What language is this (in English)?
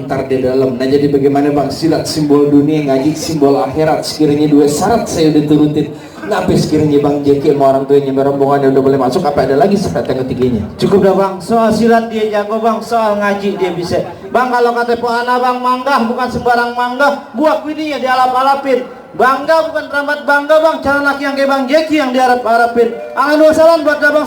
Betawi